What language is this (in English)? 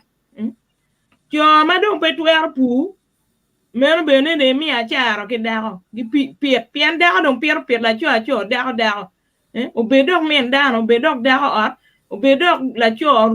Acoli